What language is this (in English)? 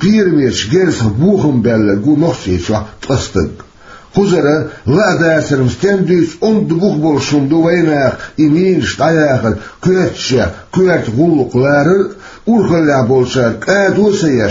Chechen